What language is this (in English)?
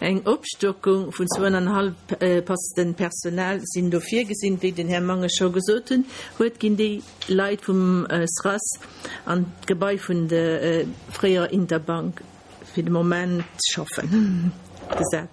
Luxembourgish